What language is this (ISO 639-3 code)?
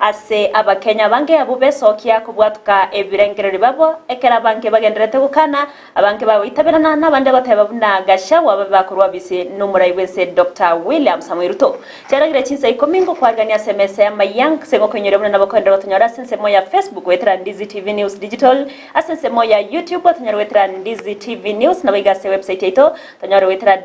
guz